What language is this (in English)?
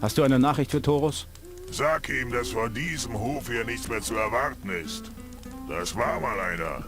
Bavarian